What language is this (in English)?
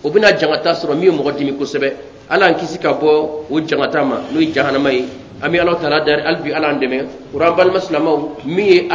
Bambara